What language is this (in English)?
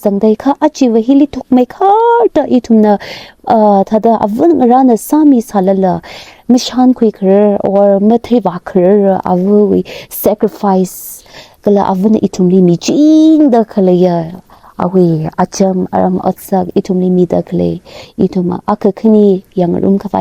Tangkhul Naga (India)